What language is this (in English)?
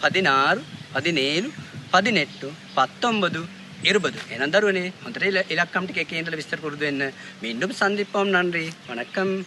Sinhala